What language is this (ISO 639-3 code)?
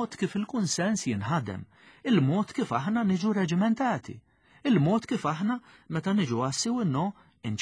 mlt